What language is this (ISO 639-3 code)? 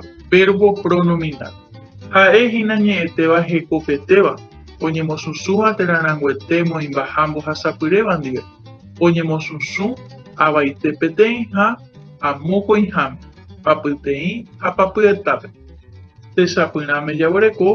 grn